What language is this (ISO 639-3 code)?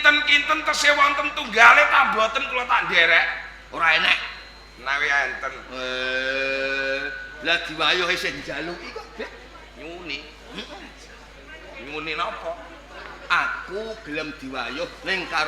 jav